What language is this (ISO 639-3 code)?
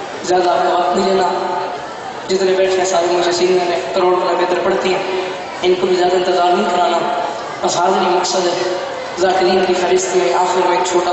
urd